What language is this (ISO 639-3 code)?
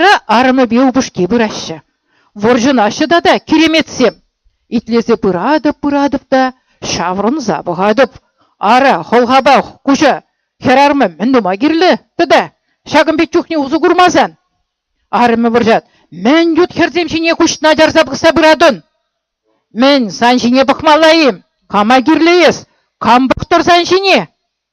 chv